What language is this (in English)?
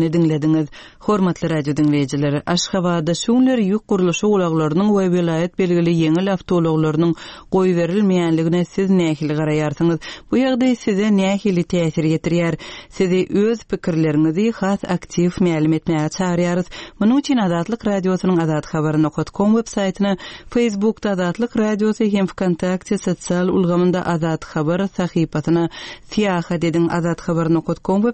Turkmen